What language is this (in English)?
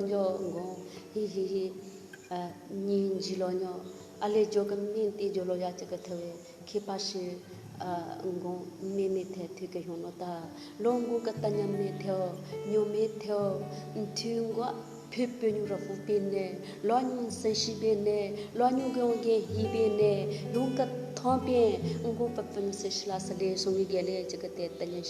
Southern Rengma Naga